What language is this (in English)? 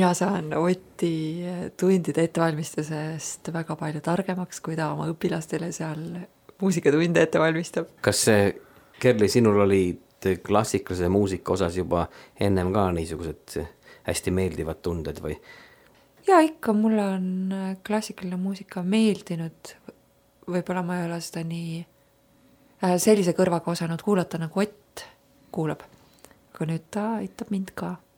Estonian